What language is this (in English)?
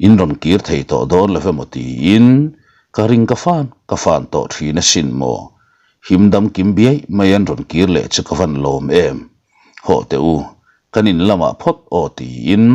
Mizo